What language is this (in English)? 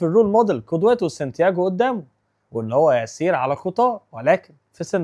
Egyptian Arabic